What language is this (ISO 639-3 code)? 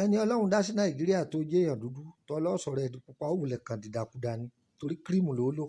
yor